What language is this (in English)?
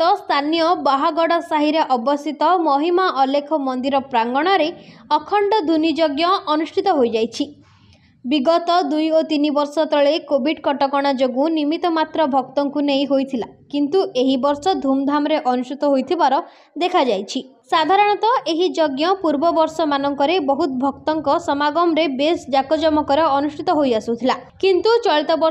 Odia